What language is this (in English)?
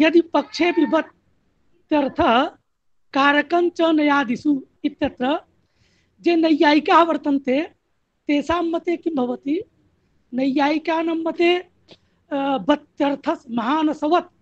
Sanskrit